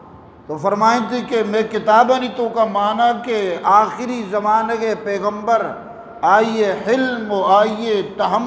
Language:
Eastern Balochi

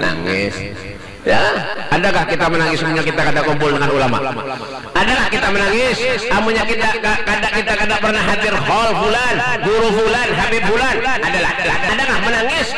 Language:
Banjar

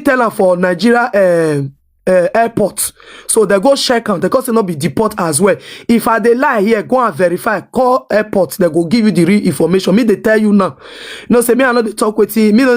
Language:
Nigerian Pidgin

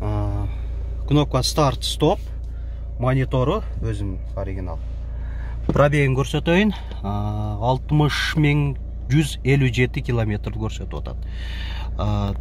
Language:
Kyrgyz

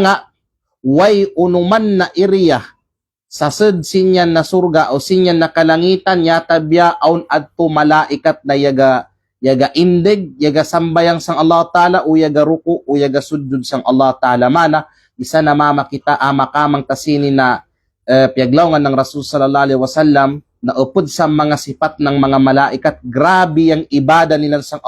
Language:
Kalagan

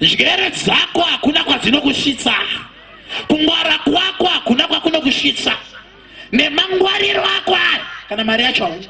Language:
Shona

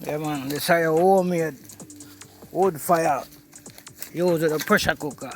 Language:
Jamaican Creole English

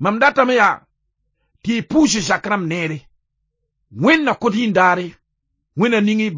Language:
Mossi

